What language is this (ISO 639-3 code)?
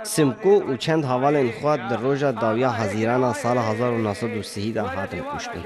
kur